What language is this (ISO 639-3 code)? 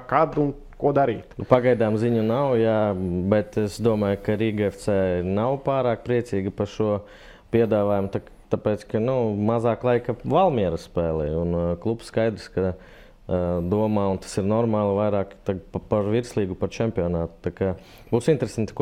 lav